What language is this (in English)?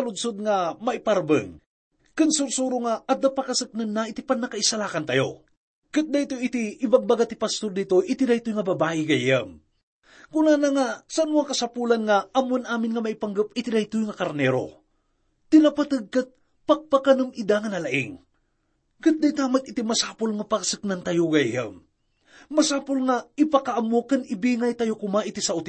Iloko